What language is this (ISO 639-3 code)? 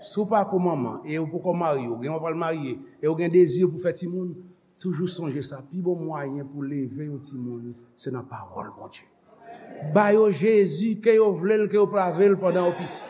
hat